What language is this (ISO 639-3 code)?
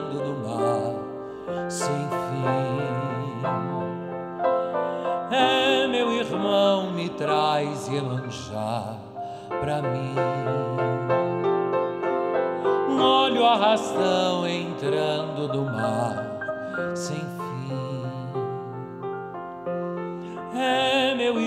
por